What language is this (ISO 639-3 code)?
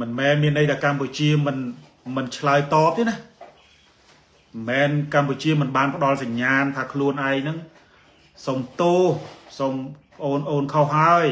khm